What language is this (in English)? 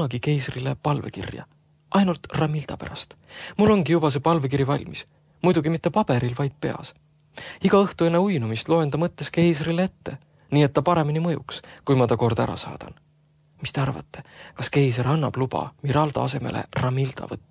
Estonian